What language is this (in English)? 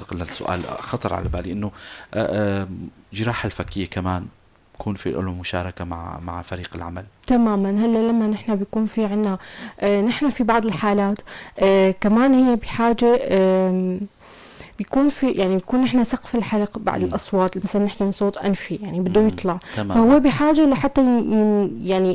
North Levantine Arabic